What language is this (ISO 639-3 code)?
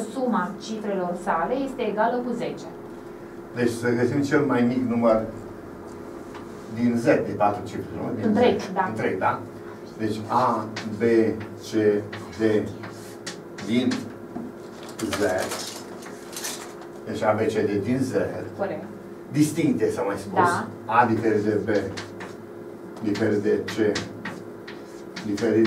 ron